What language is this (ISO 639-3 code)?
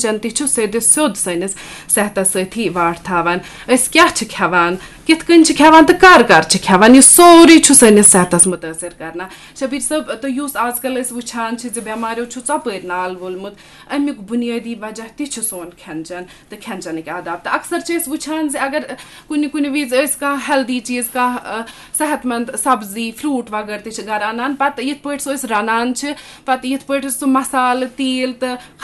kas